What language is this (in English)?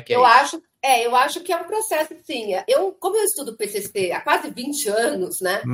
Portuguese